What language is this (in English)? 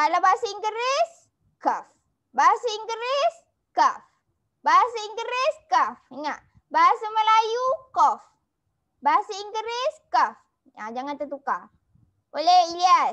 Malay